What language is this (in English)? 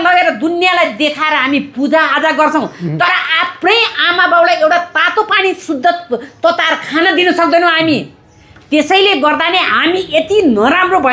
Nepali